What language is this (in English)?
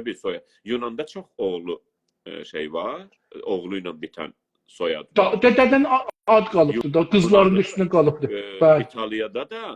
South Azerbaijani